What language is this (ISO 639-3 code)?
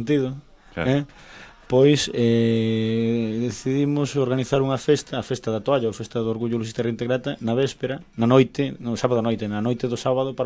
glg